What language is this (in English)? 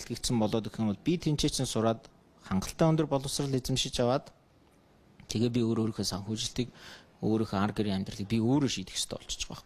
Mongolian